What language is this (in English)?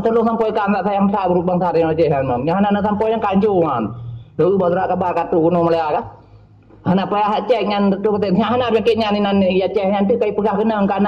Achinese